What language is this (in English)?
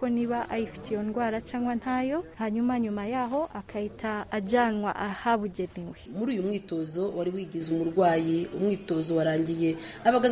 Kinyarwanda